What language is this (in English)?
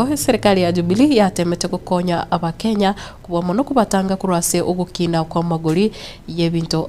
Gusii